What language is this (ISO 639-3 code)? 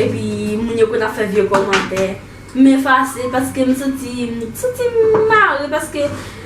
hat